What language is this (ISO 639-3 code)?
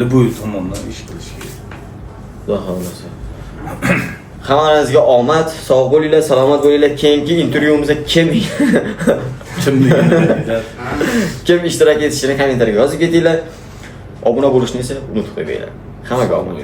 uzb